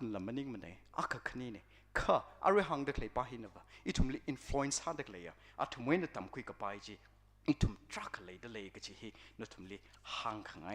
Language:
Tangkhul Naga (India)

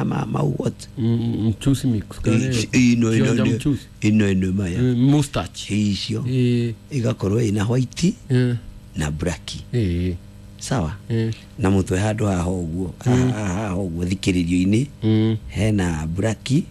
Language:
Kikuyu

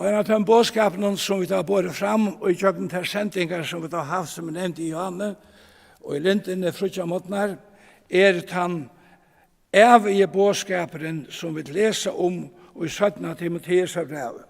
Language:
Faroese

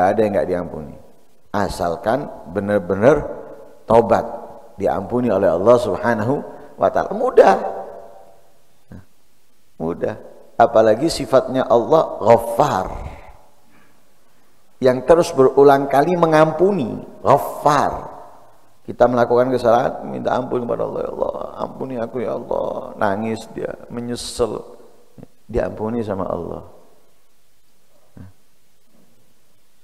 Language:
Indonesian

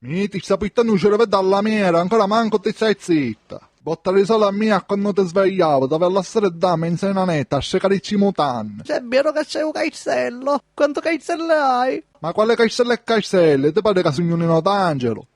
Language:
Sicilian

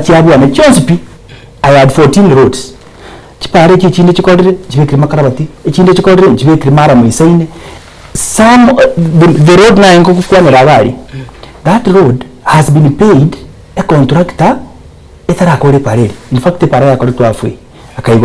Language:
Gusii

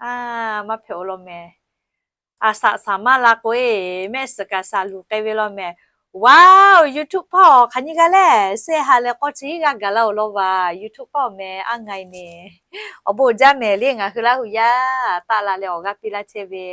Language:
Lahu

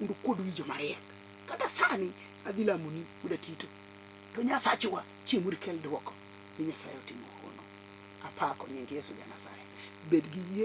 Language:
Luo (Kenya and Tanzania)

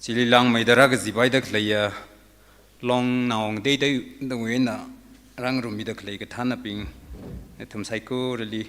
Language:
Tangkhul Naga (India)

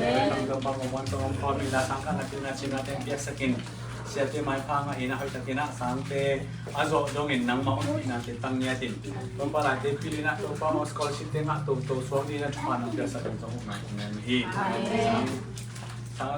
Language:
Tedim Chin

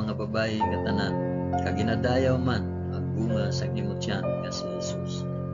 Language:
Hiligaynon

